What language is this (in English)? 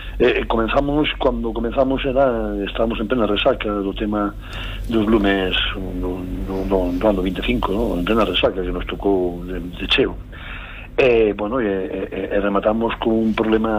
Galician